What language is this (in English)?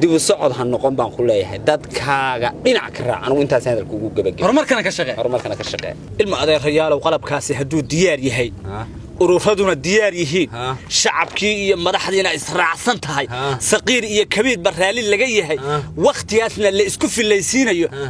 Somali